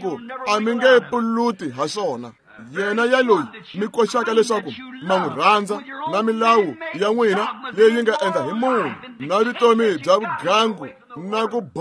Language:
Tsonga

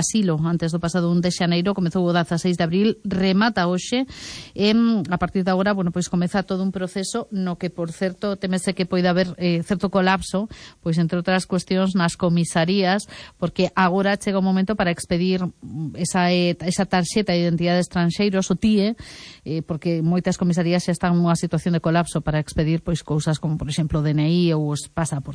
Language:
Galician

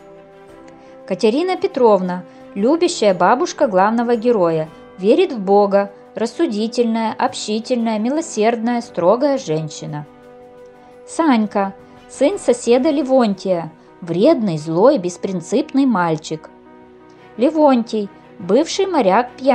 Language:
Russian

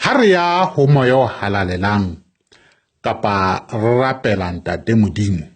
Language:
Southern Sotho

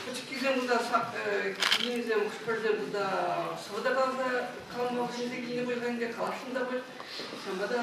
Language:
Chuvash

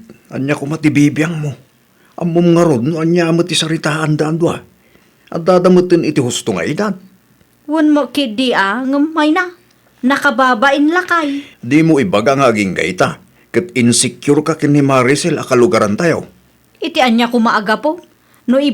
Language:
Iloko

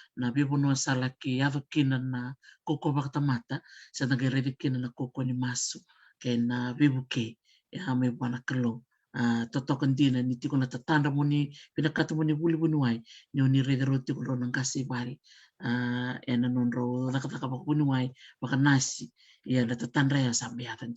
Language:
Fijian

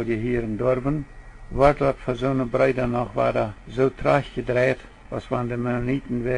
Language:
Plautdietsch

